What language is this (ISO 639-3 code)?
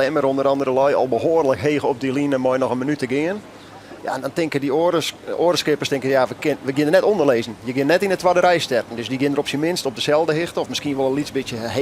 fry